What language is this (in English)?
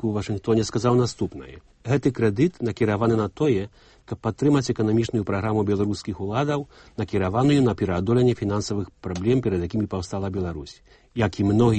Belarusian